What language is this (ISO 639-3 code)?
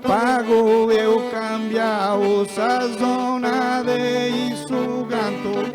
srd